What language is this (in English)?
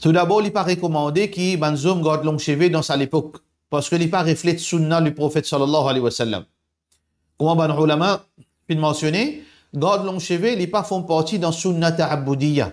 Morisyen